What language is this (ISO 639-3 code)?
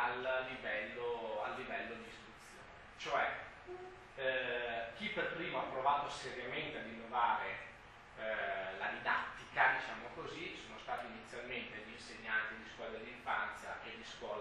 ita